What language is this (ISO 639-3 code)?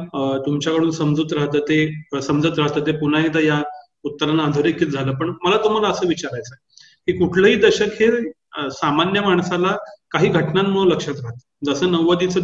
mar